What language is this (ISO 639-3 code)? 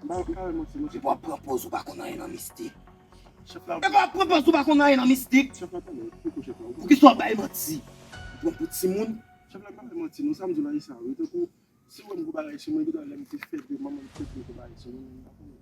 hat